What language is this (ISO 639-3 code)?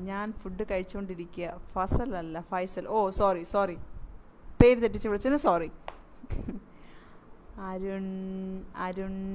mal